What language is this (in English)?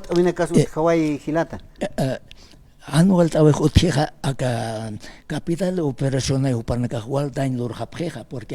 Aymara